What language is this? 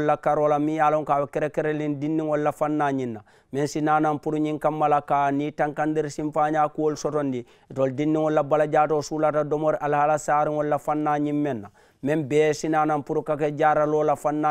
Mandingo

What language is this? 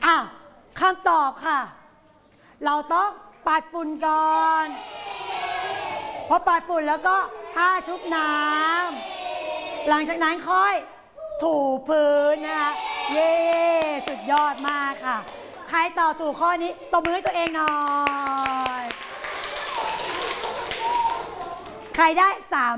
Thai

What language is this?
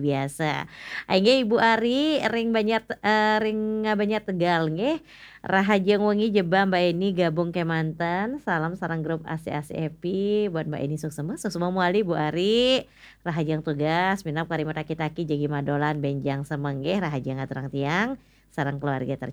Balinese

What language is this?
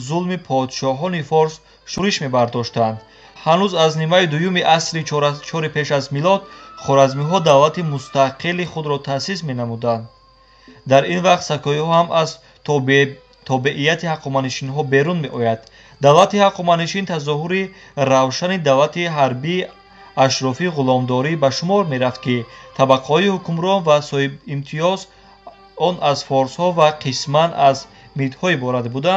Tajik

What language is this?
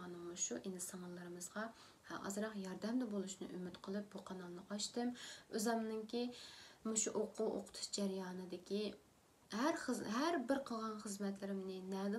Uyghur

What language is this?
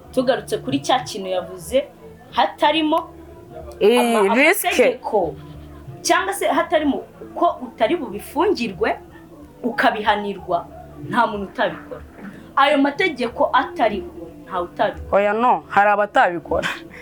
Kinyarwanda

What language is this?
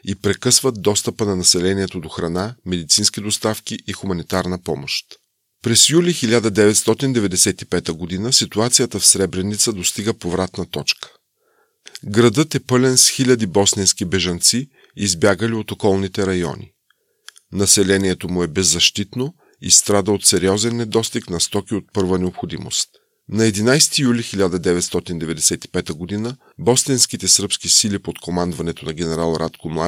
Bulgarian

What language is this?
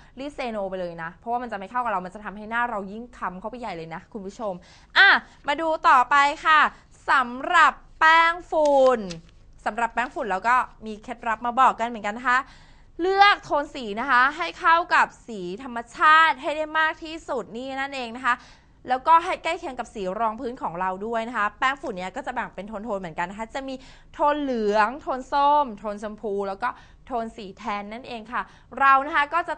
Thai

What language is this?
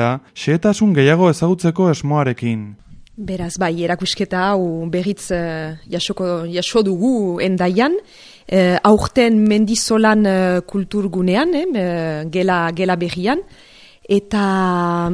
Basque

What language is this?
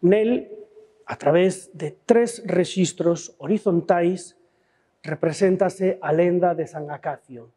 Galician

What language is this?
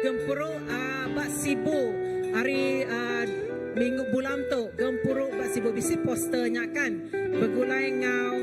Iban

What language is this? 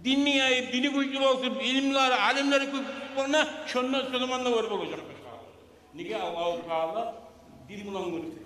Kumyk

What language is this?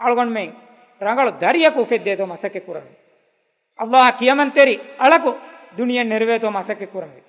Divehi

